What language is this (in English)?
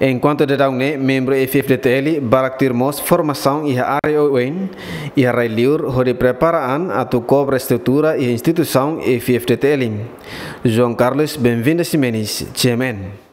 Tetum